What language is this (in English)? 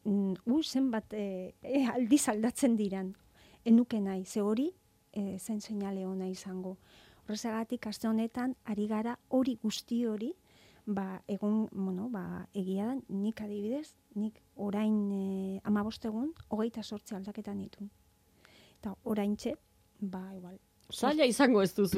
Basque